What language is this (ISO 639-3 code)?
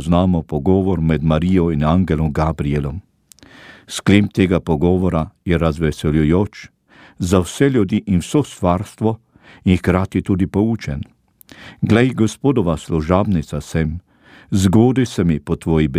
slv